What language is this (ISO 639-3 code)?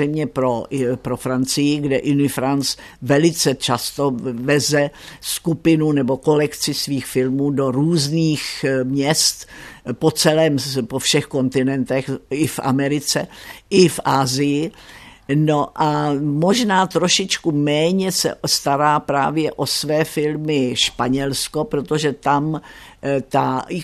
ces